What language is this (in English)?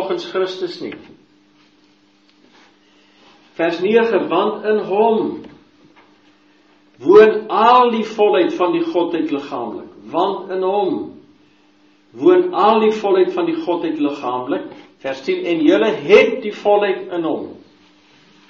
Afrikaans